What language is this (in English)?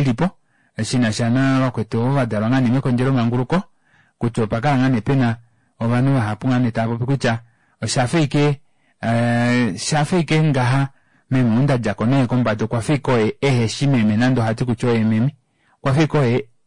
Kuanyama